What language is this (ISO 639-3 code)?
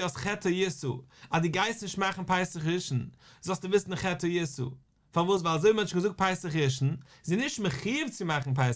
yid